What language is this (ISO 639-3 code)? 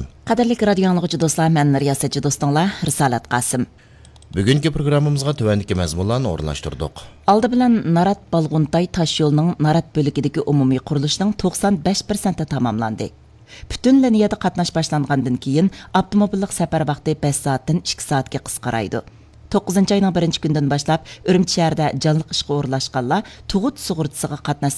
uig